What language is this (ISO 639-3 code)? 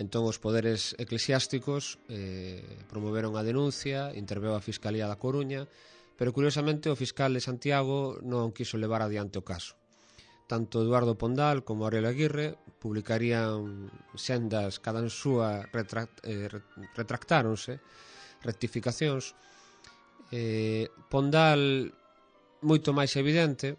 glg